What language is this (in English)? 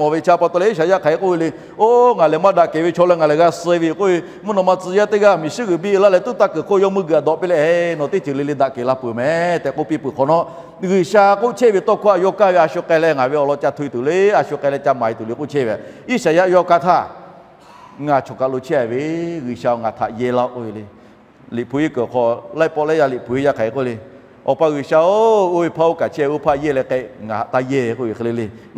Lahu